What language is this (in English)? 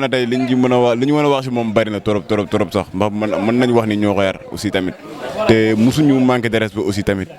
Wolof